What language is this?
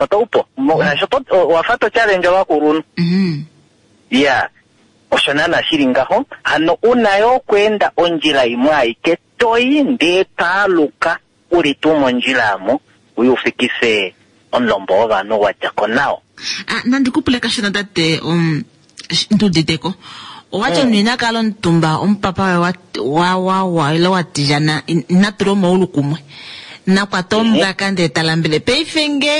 Kuanyama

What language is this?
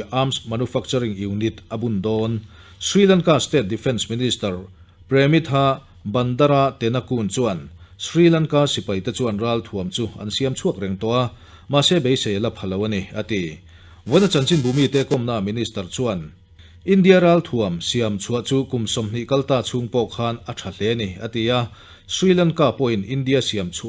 Mizo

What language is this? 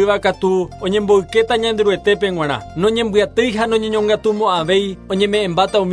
Guarani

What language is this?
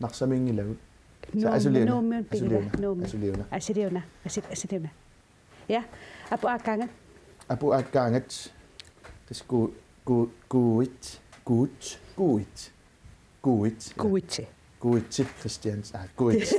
Kalaallisut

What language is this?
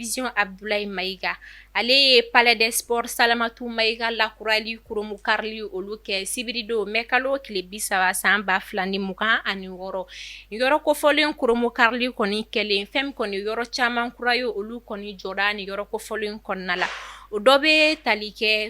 Bambara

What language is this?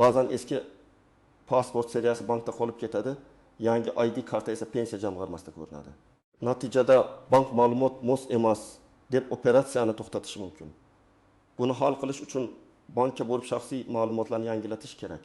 Uzbek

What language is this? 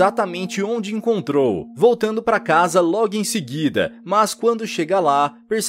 Portuguese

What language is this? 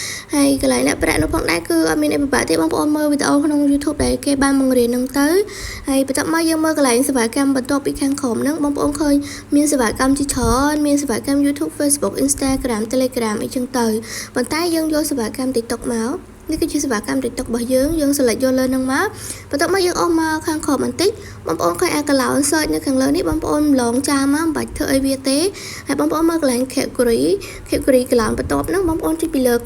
Khmer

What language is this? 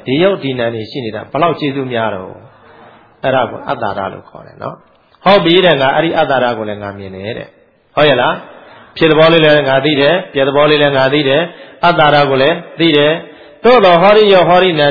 Burmese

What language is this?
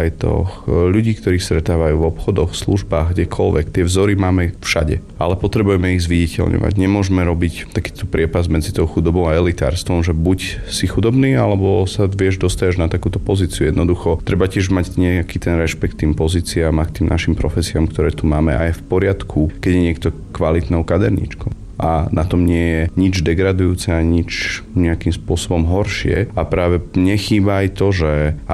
Slovak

